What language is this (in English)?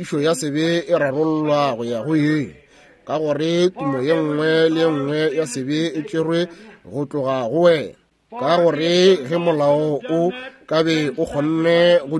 Northern Sotho